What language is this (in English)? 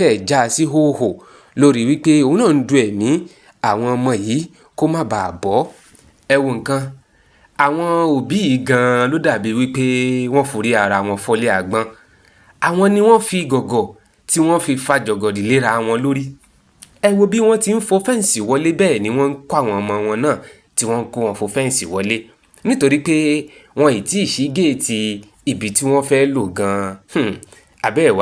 Yoruba